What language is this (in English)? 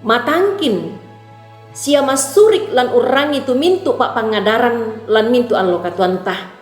Toraja-Sa'dan